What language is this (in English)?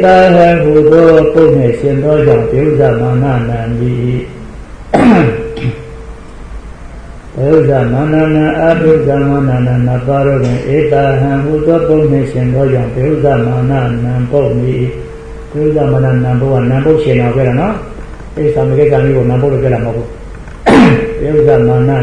Burmese